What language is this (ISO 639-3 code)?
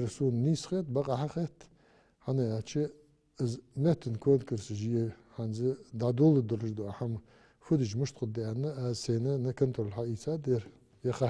inh